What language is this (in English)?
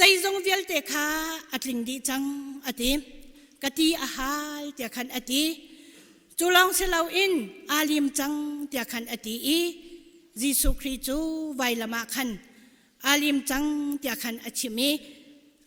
Hakha Chin